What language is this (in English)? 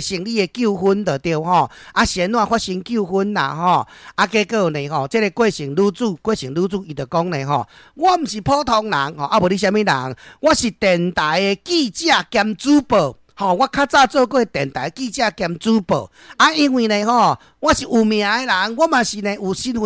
Min Nan Chinese